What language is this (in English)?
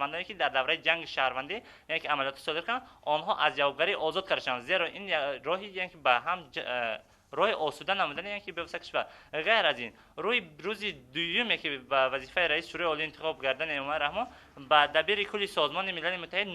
Tajik